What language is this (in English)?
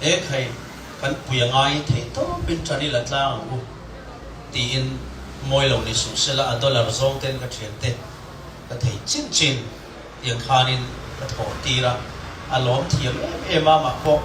Mizo